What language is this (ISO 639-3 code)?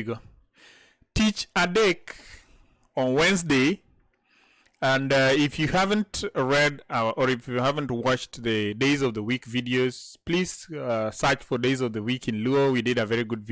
luo